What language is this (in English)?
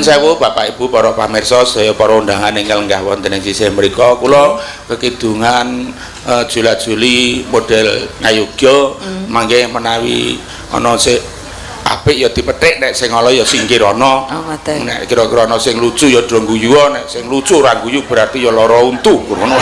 Javanese